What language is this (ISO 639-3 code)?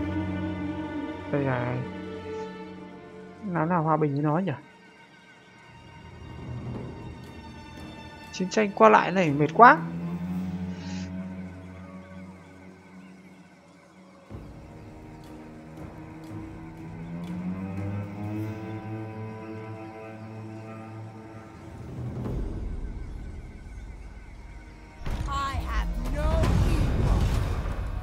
vie